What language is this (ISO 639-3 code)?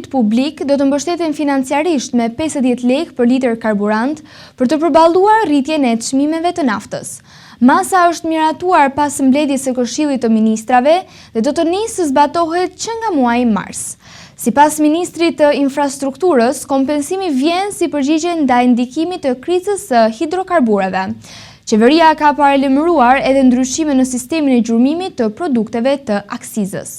sqi